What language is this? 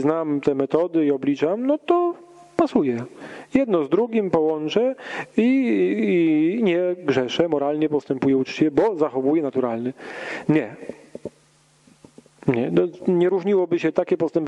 Polish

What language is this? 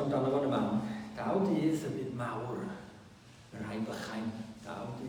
Welsh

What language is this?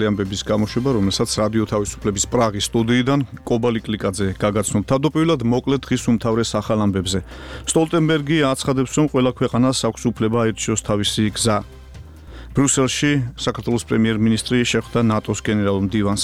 Georgian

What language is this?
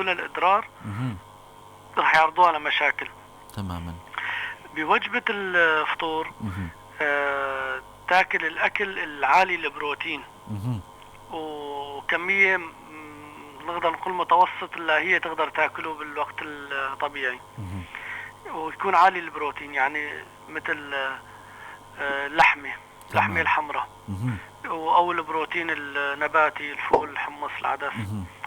North Levantine Arabic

